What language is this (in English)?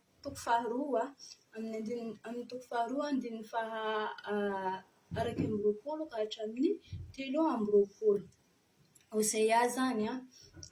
Malagasy